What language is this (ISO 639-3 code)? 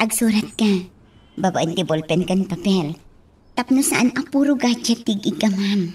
ilo